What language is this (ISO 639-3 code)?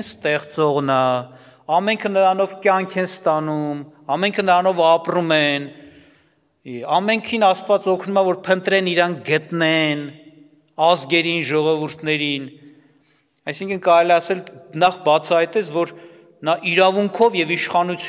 hye